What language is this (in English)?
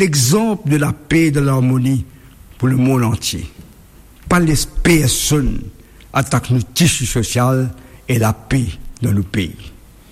Morisyen